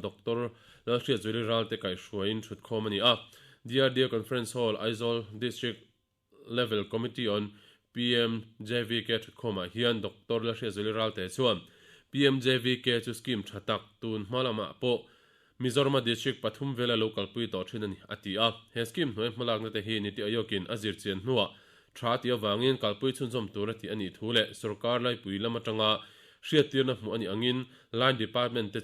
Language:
Mizo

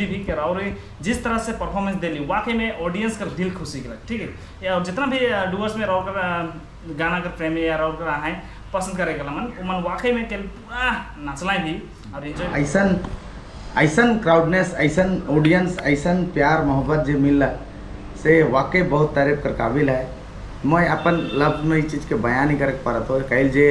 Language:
Sadri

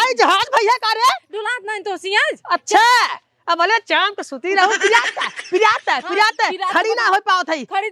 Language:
Awadhi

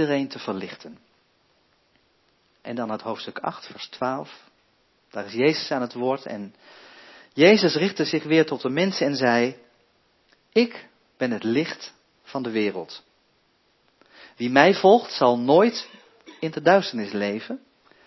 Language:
Dutch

